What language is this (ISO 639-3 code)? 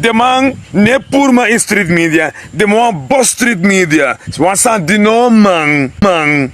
srn